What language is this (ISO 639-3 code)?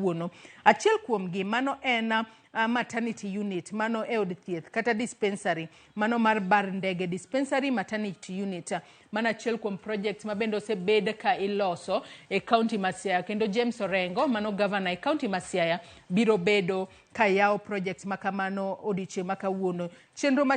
luo